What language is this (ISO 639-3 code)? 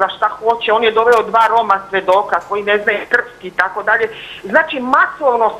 srp